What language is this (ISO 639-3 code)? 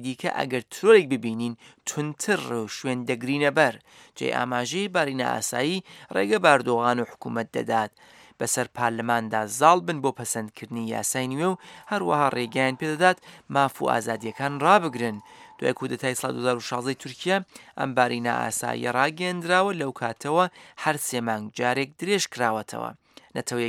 ckb